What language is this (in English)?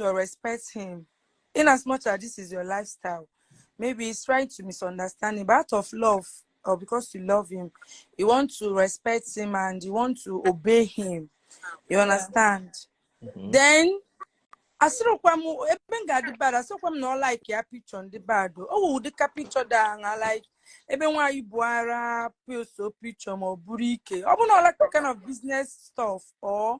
Igbo